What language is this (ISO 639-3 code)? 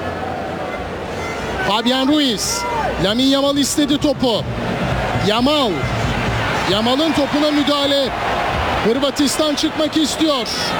tur